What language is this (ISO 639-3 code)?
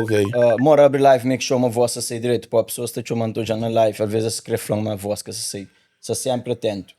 kea